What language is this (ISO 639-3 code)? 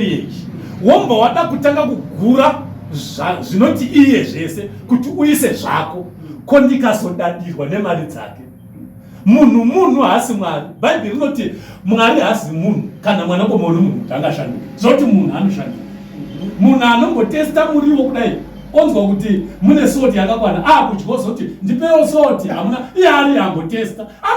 sna